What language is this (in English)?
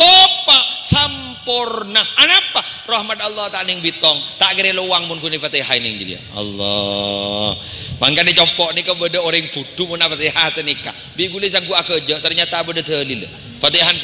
Madurese